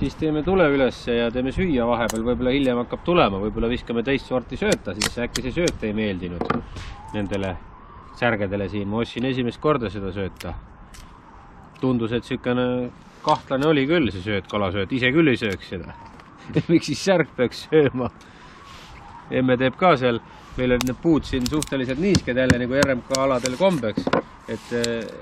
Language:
Estonian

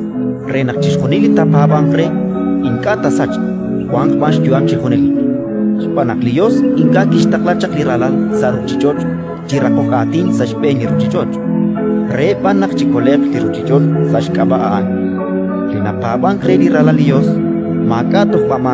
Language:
Kekchí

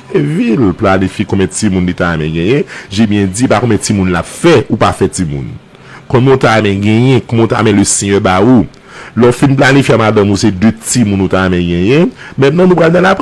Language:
Haitian Creole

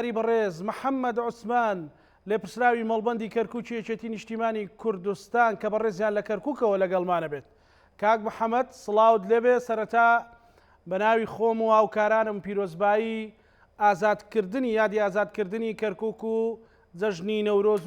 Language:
Central Kurdish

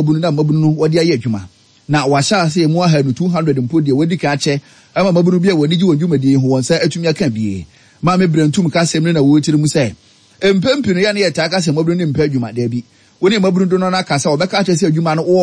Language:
Akan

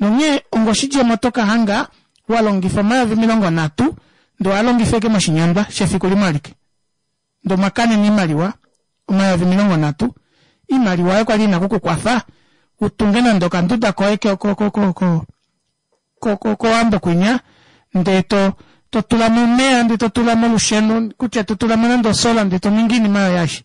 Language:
Kuanyama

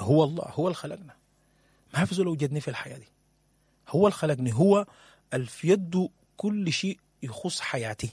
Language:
Sudanese Arabic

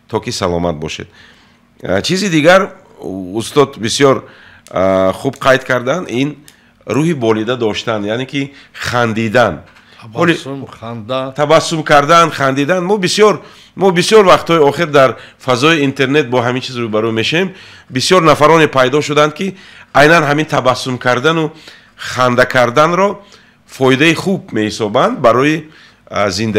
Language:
Tajik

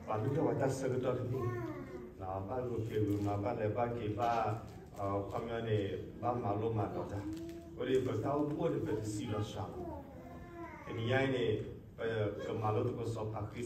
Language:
S'gaw Karen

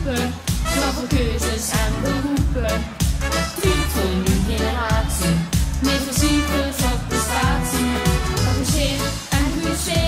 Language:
Limburgish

